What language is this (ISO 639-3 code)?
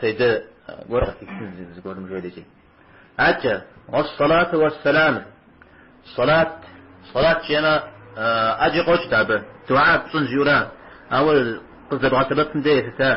kbd